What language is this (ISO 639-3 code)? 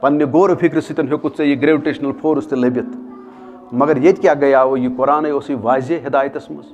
kas